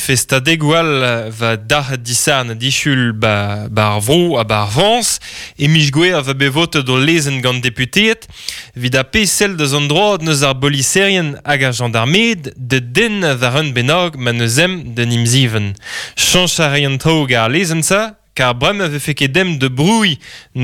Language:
Breton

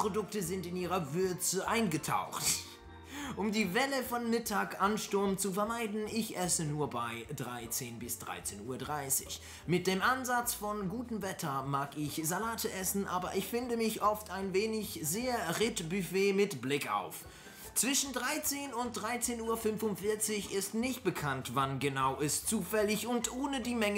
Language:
Swiss German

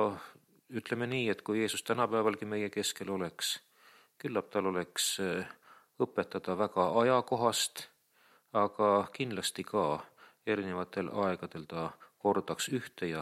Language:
Estonian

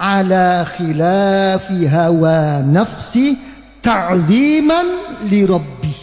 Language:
Javanese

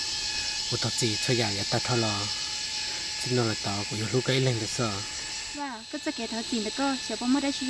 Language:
Hmong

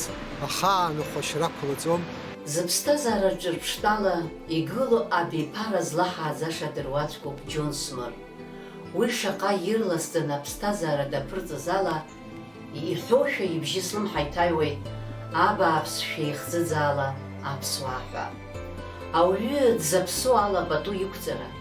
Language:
Abkhazian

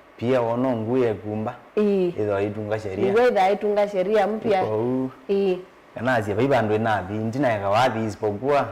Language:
Kamba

